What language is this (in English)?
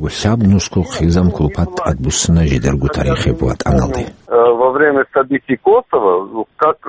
Avaric